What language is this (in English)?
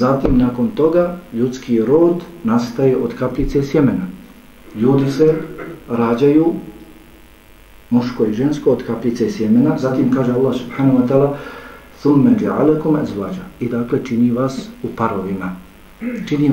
Bosnian